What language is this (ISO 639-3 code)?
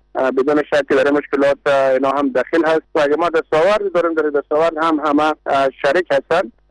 fas